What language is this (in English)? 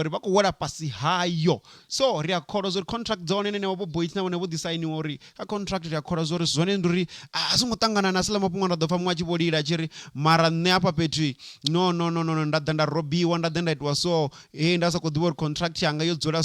Venda